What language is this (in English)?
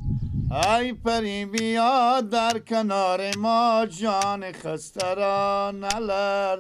Persian